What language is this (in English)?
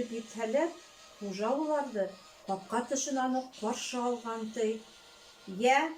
Bashkir